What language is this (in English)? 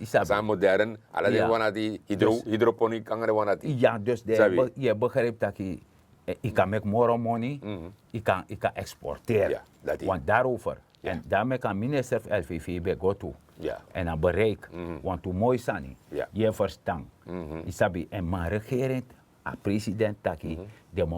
Sranan Tongo